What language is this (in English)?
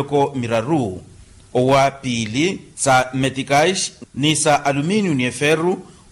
Makhuwa